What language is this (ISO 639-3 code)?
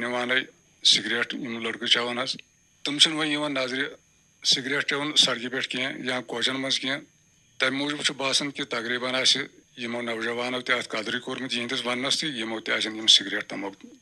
kas